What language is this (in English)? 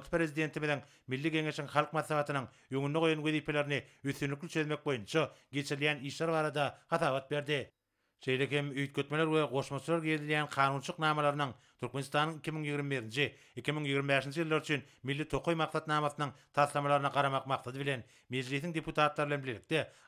Turkmen